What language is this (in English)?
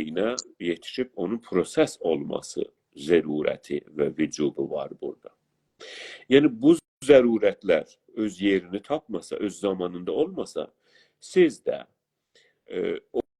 South Azerbaijani